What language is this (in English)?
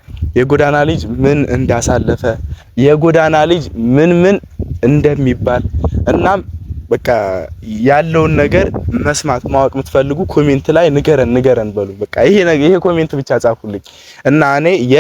Amharic